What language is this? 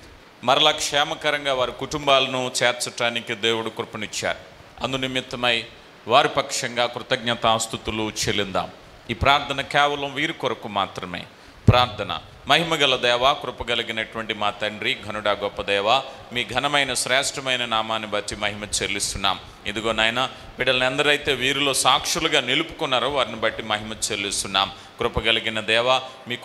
Telugu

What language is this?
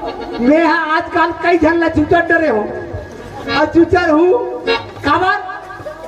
Chhattisgarhi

